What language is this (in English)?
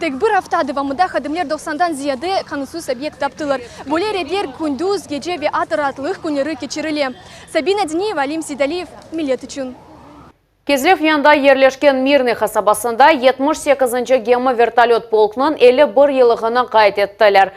Crimean Tatar